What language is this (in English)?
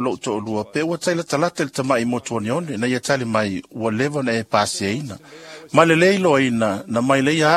Samoan